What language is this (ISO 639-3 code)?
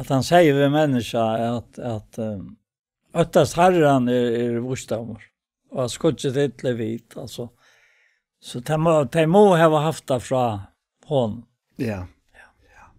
fao